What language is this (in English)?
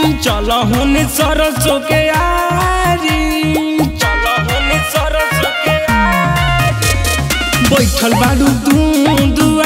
Bhojpuri